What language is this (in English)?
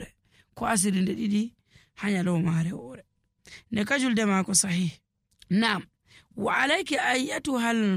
Nigerian Fulfulde